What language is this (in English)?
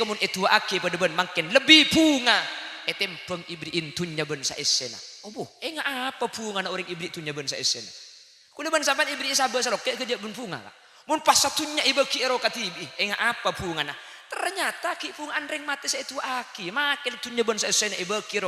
Madurese